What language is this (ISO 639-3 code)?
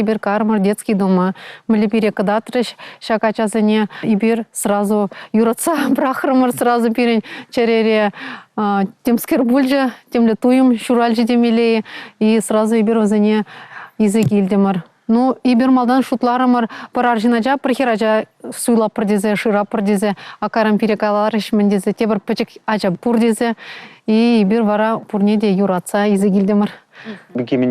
chv